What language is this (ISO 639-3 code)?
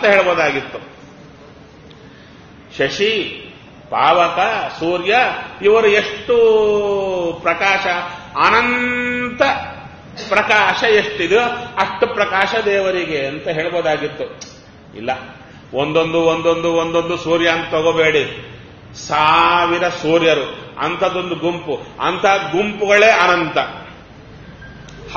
kan